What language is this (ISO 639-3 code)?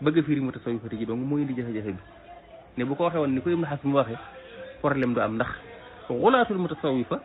wol